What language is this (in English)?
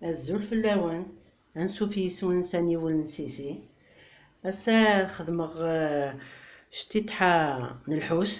Kabyle